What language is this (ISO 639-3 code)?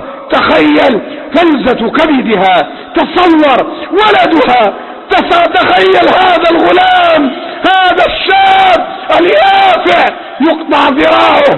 ara